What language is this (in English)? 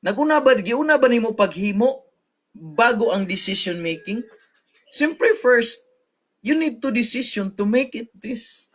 Cebuano